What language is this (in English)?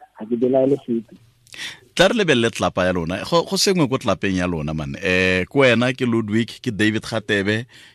Tswana